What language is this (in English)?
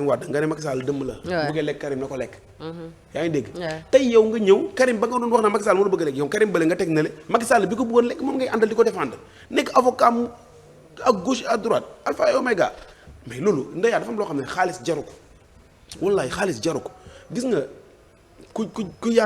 Wolof